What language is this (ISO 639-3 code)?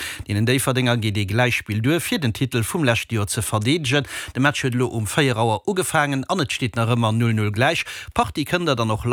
ltz